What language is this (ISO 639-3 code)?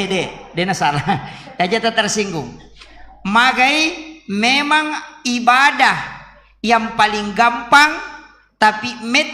bug